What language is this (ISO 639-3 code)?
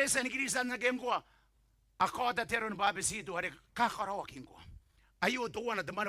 gil